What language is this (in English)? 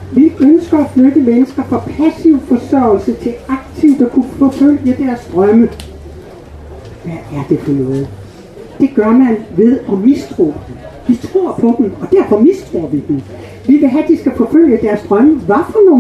Danish